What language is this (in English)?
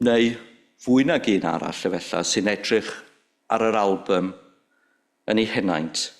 Welsh